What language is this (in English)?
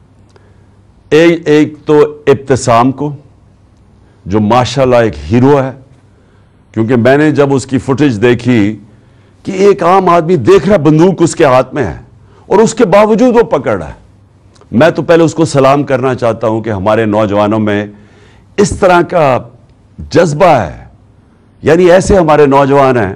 Urdu